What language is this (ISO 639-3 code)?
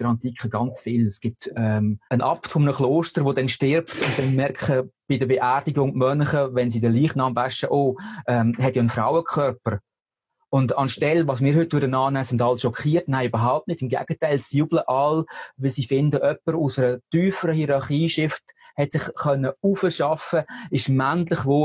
gsw